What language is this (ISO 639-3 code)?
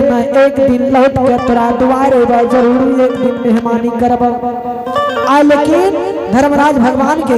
anp